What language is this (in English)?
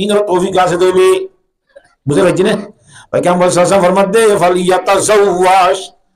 Rohingya